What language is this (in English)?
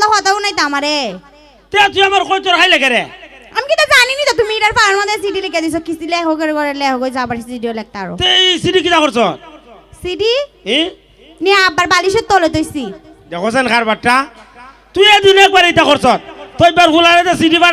Sylheti